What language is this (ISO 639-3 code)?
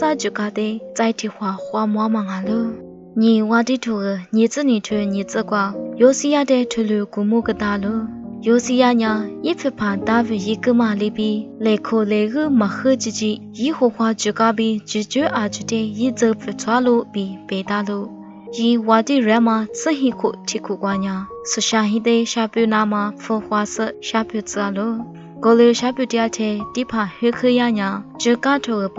lis